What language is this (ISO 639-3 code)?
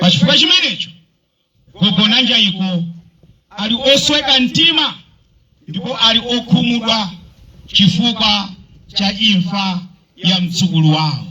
nya